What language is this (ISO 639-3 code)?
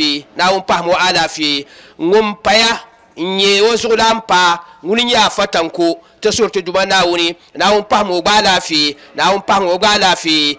dag